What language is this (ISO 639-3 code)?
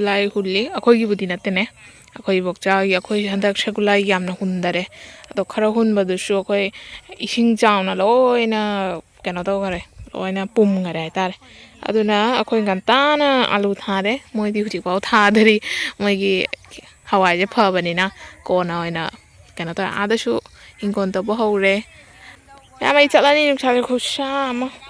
mni